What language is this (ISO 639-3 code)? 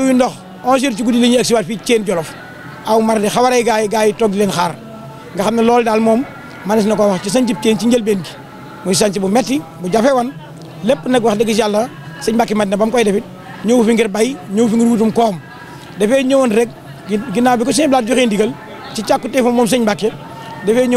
wol